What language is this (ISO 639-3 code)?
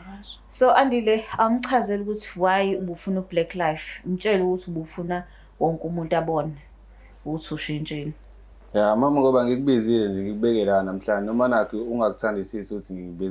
zul